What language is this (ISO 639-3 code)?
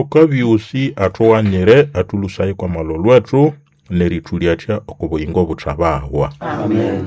nnb